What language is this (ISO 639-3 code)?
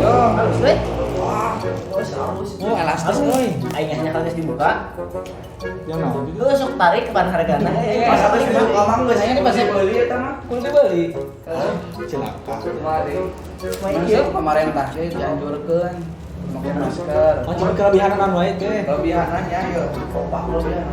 sun